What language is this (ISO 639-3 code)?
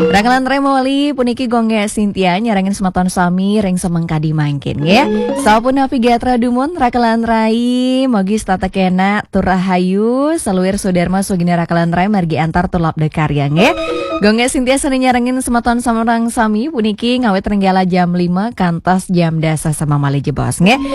ban